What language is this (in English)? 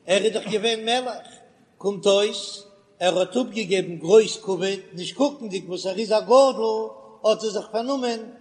Yiddish